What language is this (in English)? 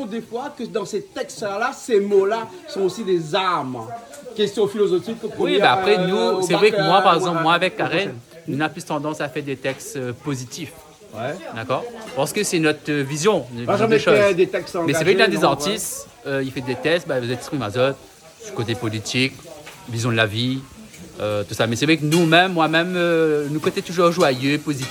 Réunion Creole French